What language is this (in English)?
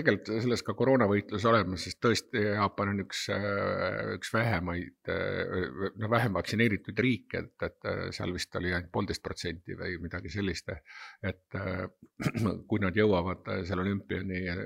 Estonian